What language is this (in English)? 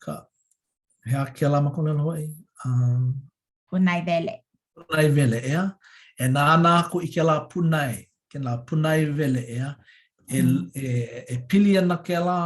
Hawaiian